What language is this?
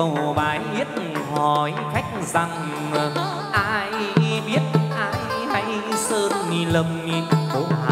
Vietnamese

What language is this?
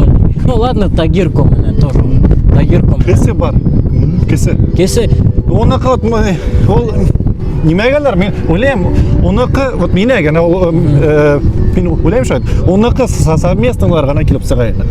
Bashkir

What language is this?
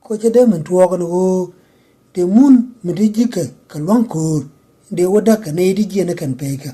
Nuer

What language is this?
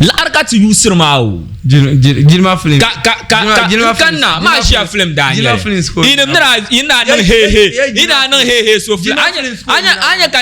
Dagbani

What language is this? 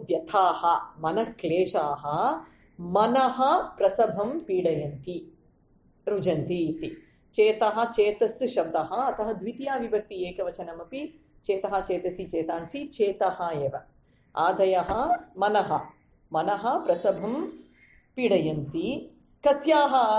Sanskrit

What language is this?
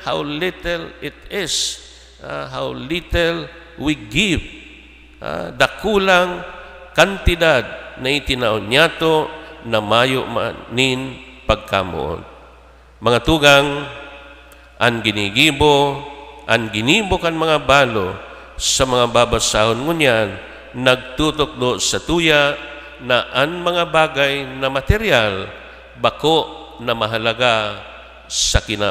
Bikol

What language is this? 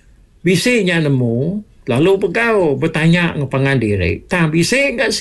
Iban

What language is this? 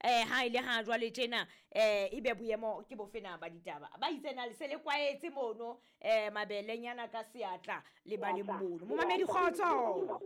Southern Sotho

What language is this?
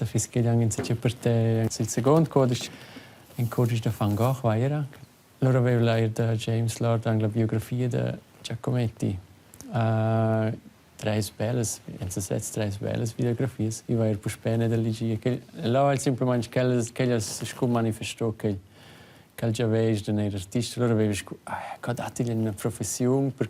Romansh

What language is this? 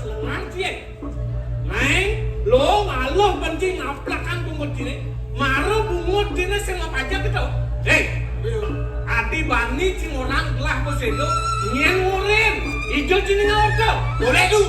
Balinese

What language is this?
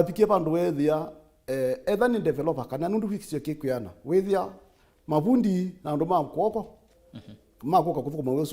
Kamba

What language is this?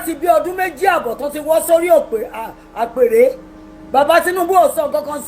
Yoruba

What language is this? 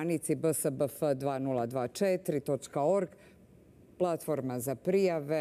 Croatian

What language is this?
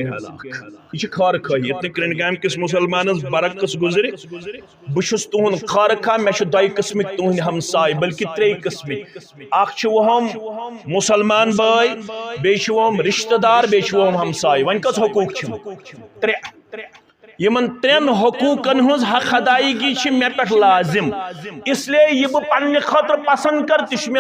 Kashmiri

